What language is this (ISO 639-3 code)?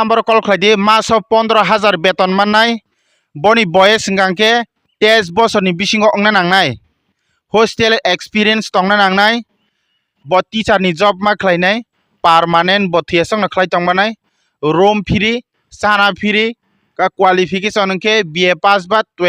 trp